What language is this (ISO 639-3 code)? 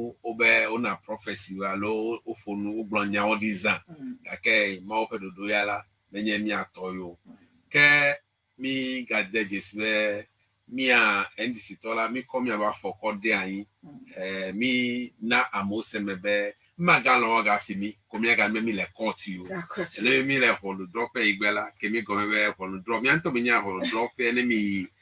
ewe